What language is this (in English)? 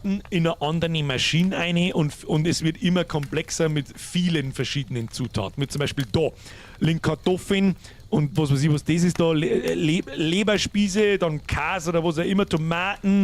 Bavarian